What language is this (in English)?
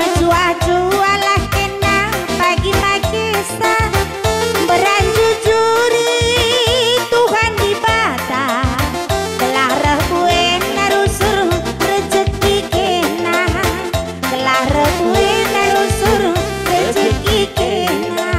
Batak Karo